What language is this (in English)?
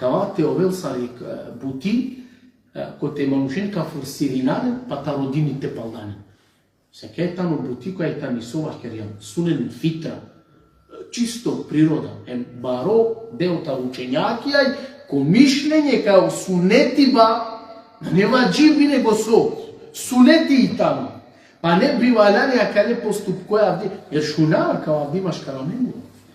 Balkan Romani